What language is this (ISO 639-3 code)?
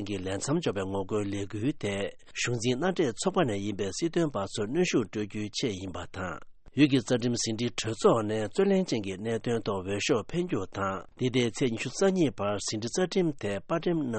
bod